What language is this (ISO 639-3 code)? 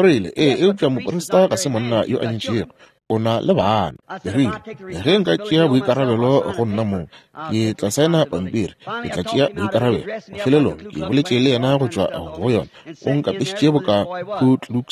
nso